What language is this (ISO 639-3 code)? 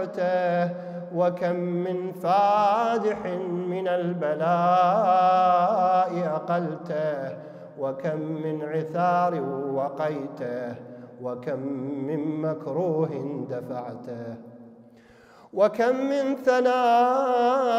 ara